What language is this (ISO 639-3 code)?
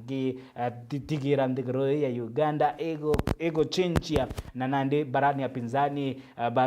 mer